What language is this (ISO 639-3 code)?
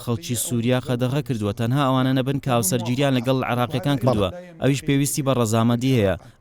ckb